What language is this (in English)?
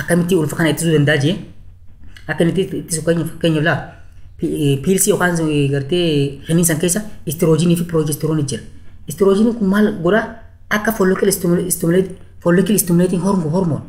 Oromo